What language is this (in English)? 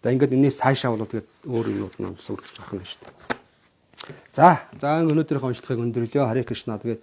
Mongolian